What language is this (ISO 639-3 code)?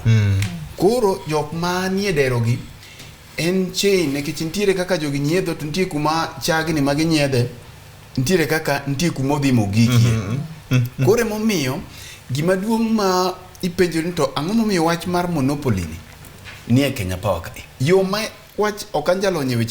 luo